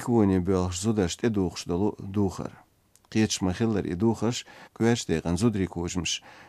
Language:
Chechen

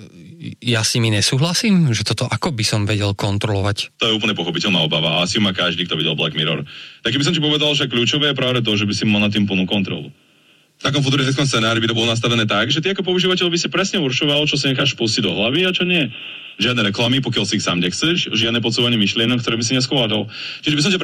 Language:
Slovak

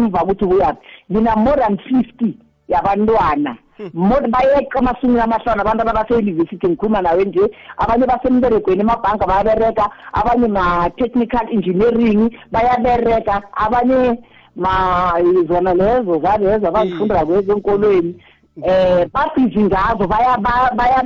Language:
South Ndebele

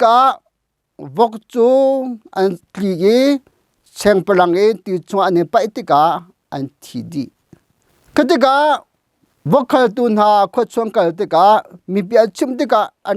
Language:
Hakha Chin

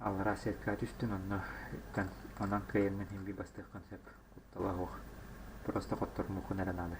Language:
Yakut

